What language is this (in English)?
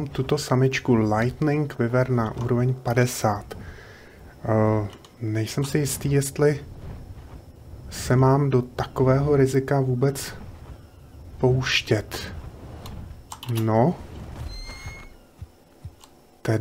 Czech